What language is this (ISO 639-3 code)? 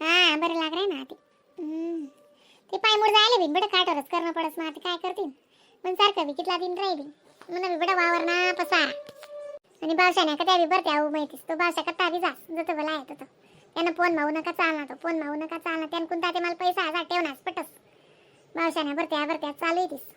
khn